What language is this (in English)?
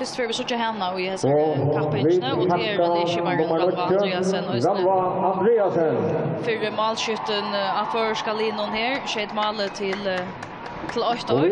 Faroese